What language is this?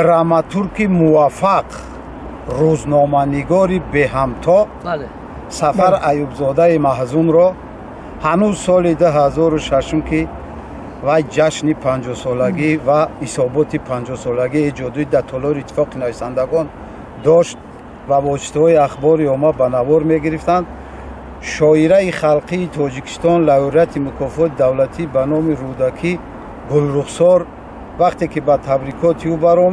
Tajik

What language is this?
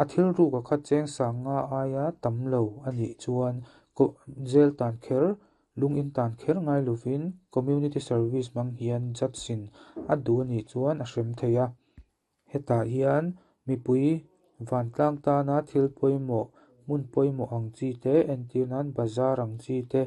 Mizo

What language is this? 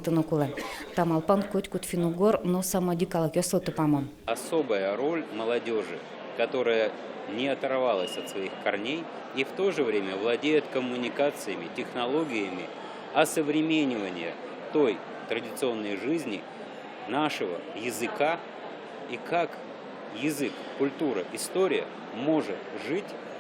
Udmurt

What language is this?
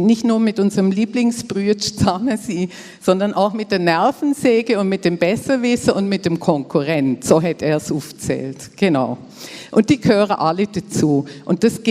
Swiss German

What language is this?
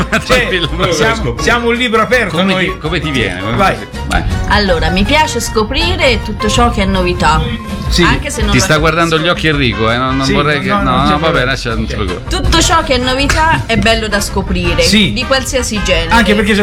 Italian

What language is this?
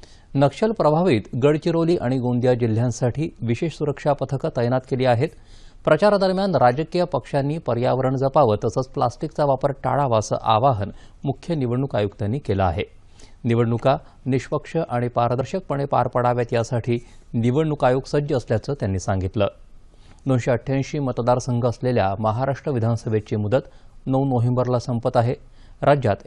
Marathi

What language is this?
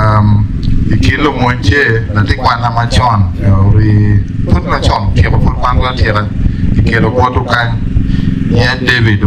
Acoli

